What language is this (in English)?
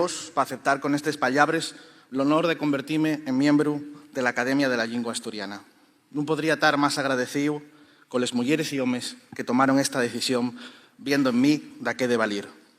Asturian